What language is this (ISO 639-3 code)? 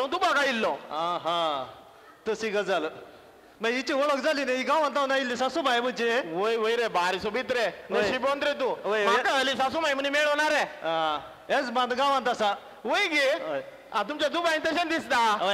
kok